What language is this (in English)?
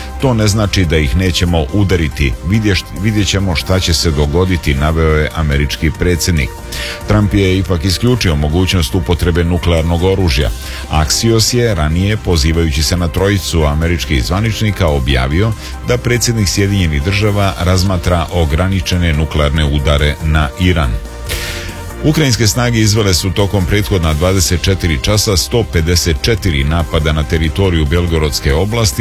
Serbian